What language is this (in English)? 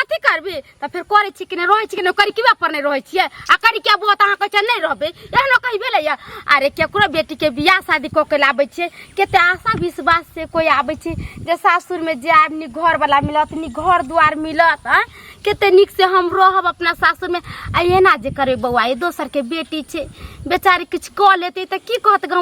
Maithili